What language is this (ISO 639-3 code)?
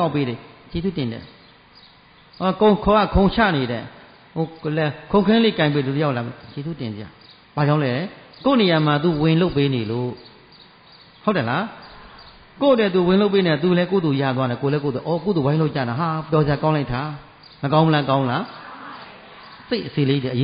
mya